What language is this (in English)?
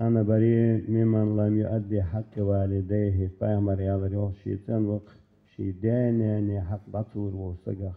Ingush